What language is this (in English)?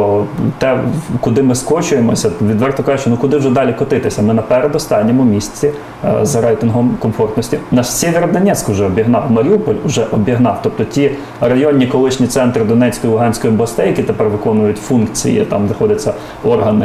Ukrainian